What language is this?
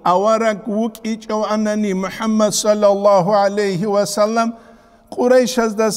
Avaric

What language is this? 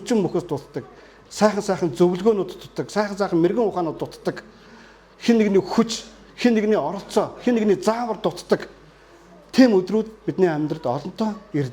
Mongolian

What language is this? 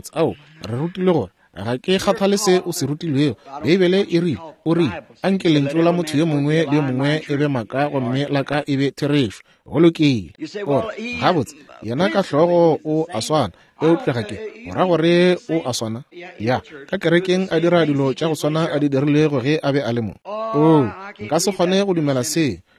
Northern Sotho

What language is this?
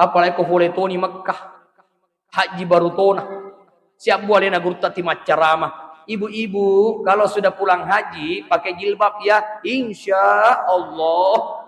Buginese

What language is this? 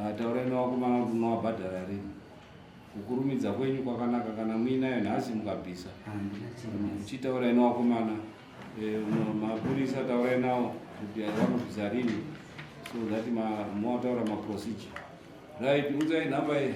Shona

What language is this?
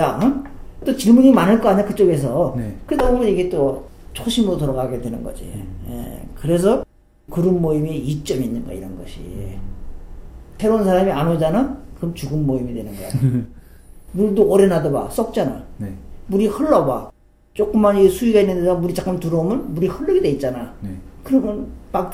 Korean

